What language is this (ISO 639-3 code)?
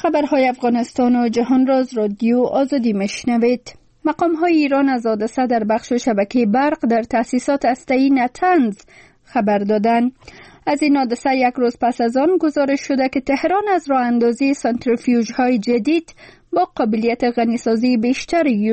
fas